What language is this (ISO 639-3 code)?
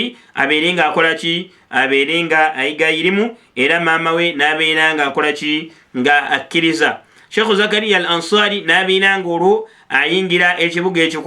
lug